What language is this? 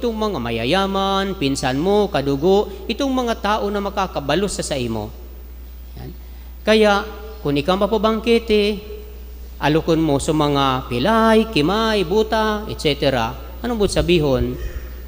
Bikol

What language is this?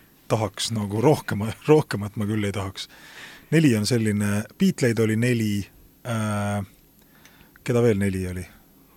Estonian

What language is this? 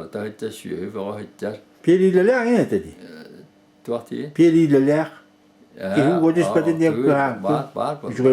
Yakut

